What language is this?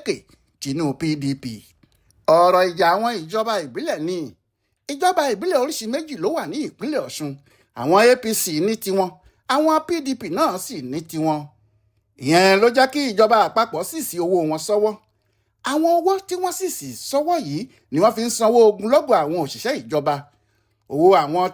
Yoruba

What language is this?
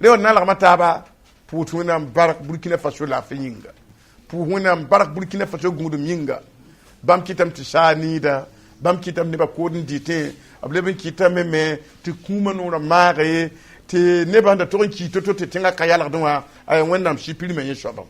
Mossi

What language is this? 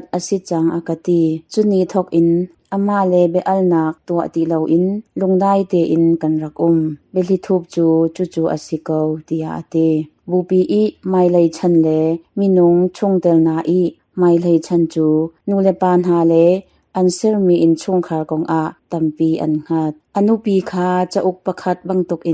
Hakha Chin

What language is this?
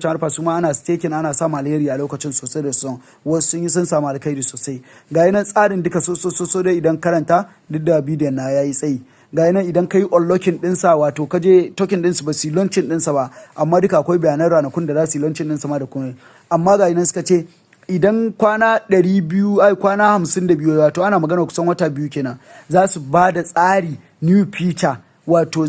Hausa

